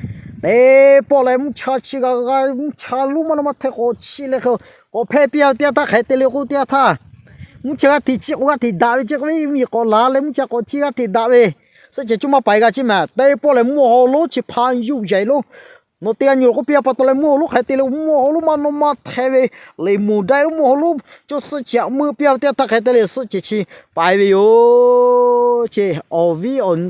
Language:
Lahu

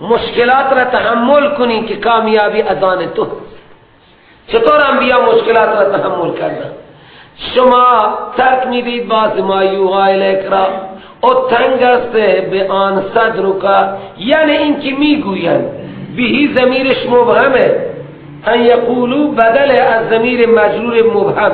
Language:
Persian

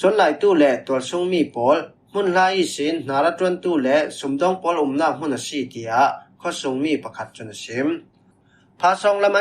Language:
Falam Chin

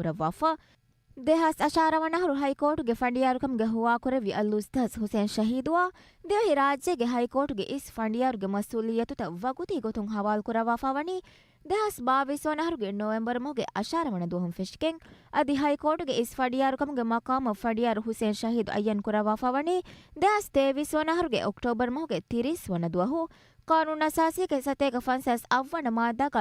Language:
Divehi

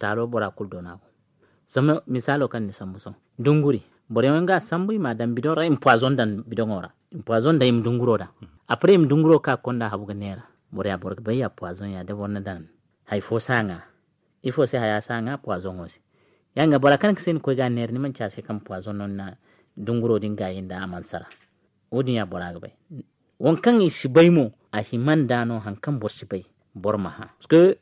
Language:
Zarma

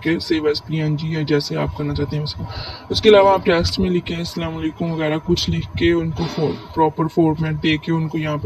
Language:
Hindi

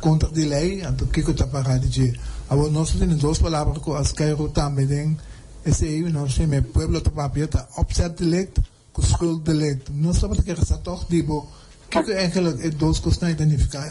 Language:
Papiamento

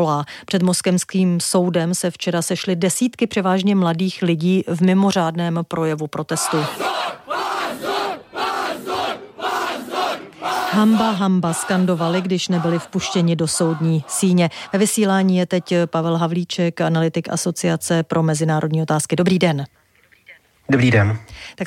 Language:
Czech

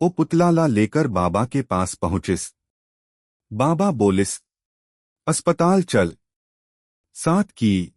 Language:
Chhattisgarhi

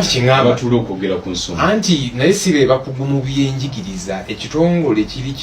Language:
Ganda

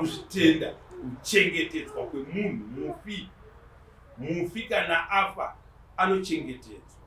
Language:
Shona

